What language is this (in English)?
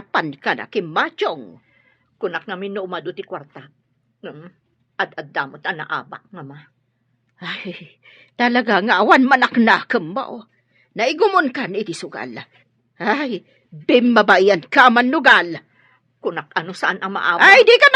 Iloko